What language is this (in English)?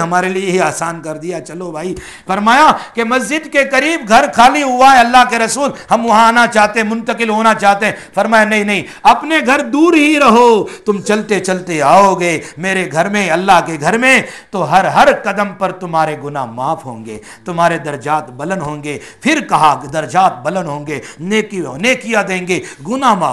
Urdu